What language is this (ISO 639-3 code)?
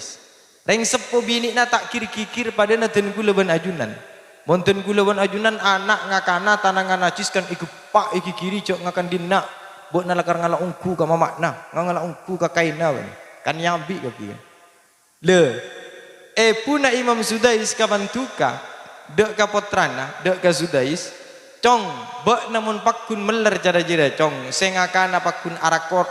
mad